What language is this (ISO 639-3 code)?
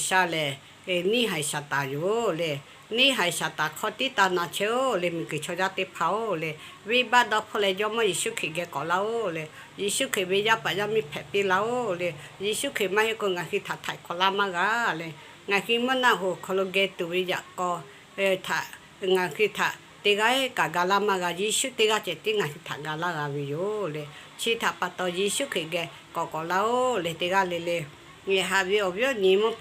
lhu